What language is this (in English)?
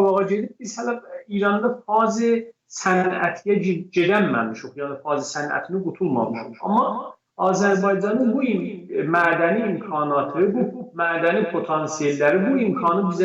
South Azerbaijani